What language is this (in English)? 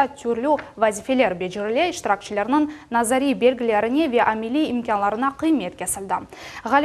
Crimean Tatar